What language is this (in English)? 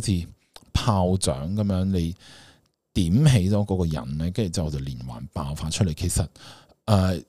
Cantonese